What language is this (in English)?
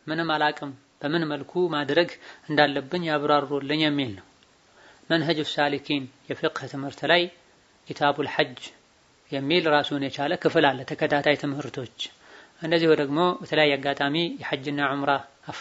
Amharic